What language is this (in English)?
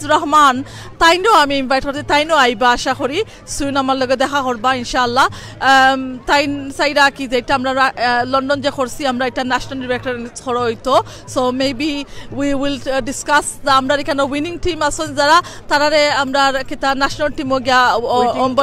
Sylheti